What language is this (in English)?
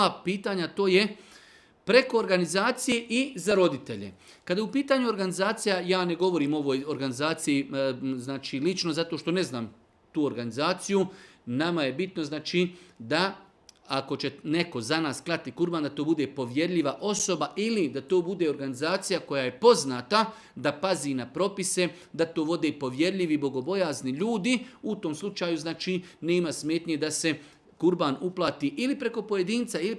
Bosnian